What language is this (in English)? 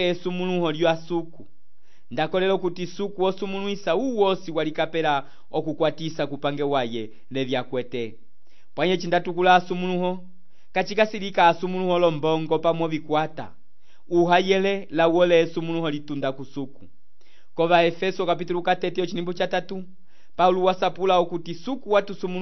Umbundu